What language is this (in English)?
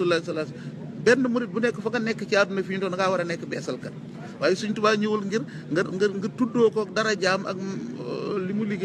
Wolof